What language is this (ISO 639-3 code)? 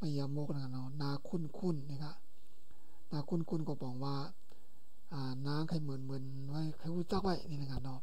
shn